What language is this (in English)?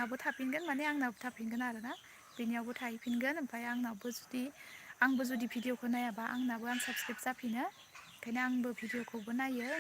Bodo